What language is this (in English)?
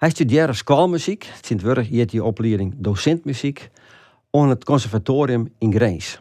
Western Frisian